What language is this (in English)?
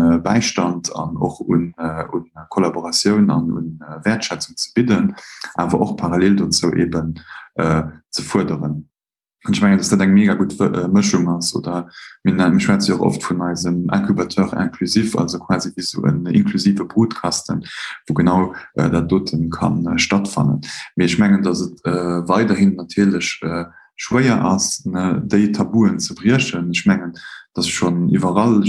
Luxembourgish